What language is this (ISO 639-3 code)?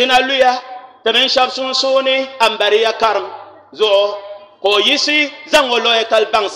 dag